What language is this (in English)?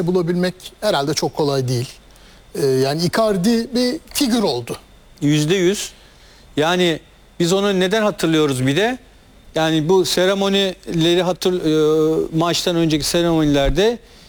Turkish